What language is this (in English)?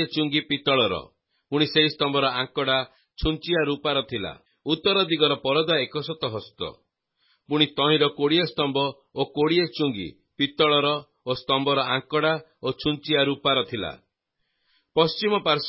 Odia